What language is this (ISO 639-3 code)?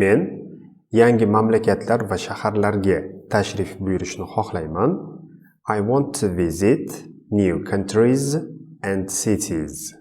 uzb